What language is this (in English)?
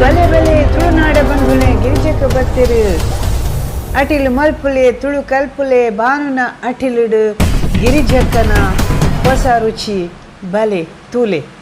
Tulu